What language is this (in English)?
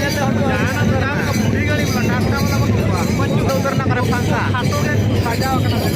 Santali